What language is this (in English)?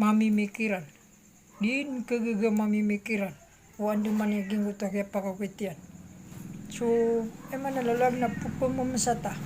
Maranao